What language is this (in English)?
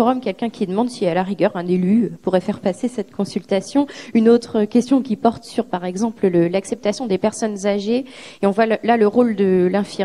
French